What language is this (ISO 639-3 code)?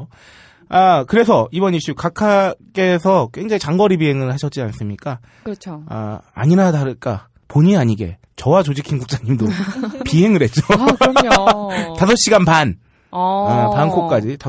kor